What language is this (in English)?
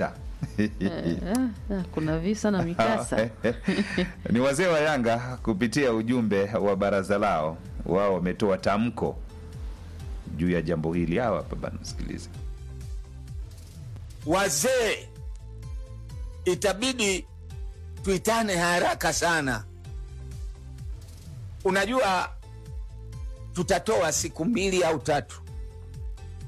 Swahili